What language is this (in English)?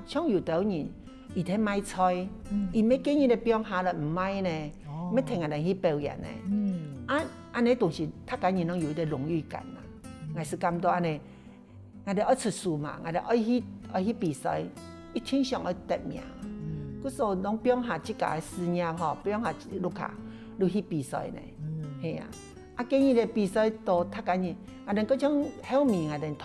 Hakka Chinese